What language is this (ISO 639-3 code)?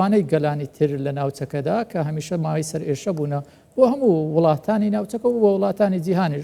ckb